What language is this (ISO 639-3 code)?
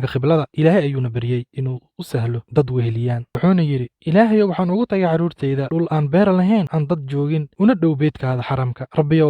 som